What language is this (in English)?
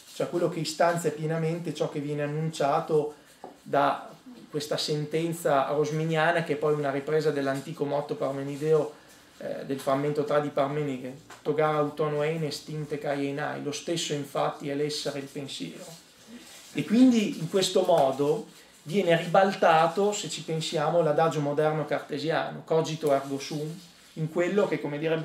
Italian